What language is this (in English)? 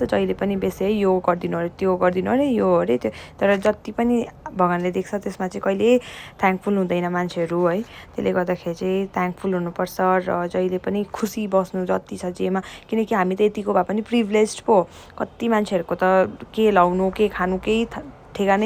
Nepali